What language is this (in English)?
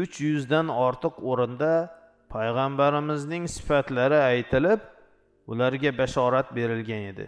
Uzbek